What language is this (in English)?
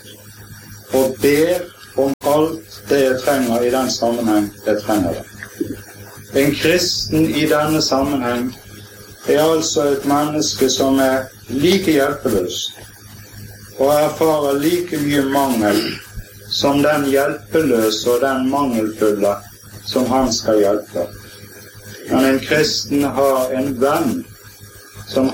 Norwegian